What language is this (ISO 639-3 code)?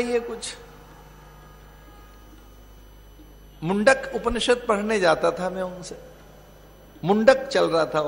hin